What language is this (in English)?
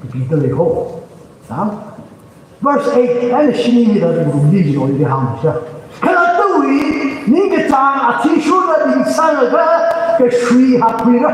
Tangkhul Naga (India)